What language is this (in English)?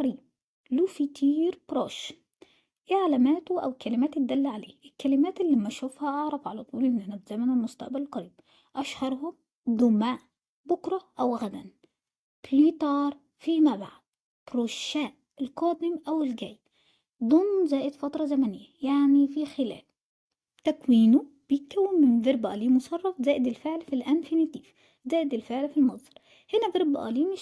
Egyptian Arabic